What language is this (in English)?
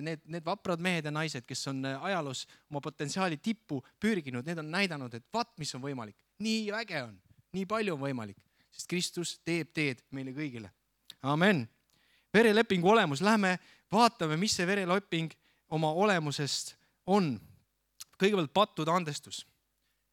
Estonian